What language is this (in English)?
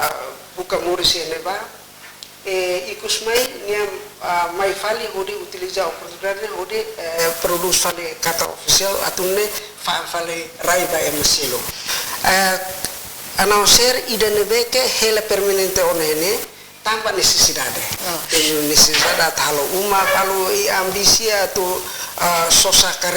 Tetum